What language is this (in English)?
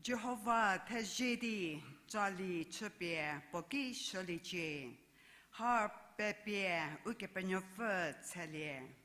Angami Naga